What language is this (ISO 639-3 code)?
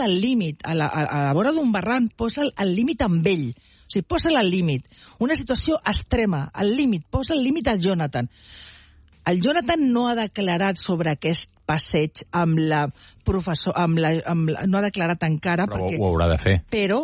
cat